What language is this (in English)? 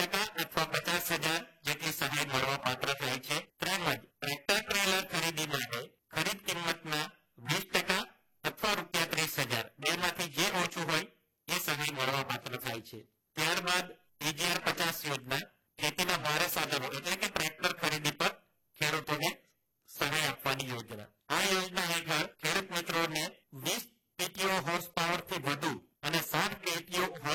Gujarati